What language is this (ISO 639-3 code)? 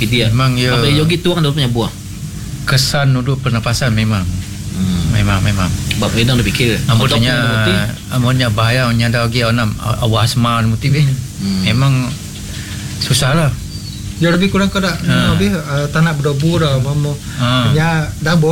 msa